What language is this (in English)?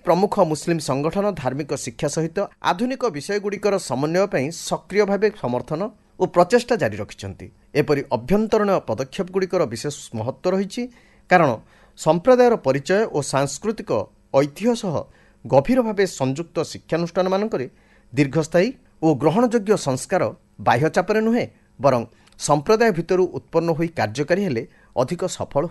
Odia